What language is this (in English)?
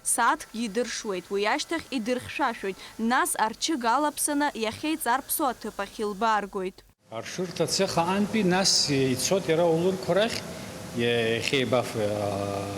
Abkhazian